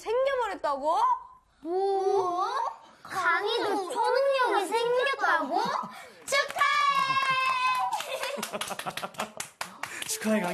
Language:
Korean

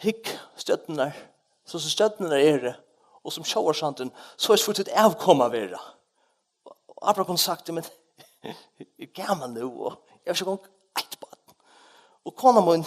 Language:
Faroese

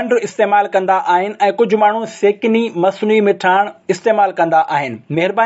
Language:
Sindhi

